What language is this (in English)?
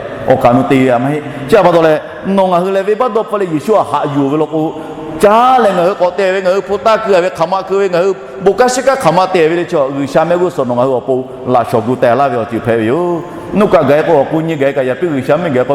Lahu